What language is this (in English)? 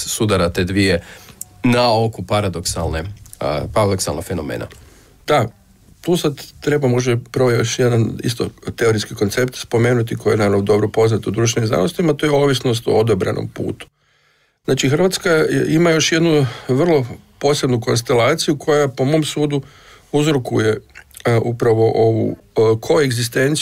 Croatian